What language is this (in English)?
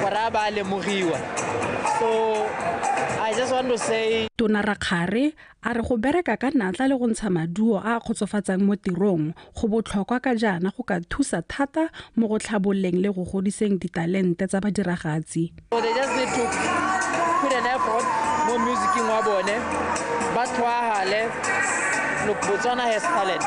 Tswana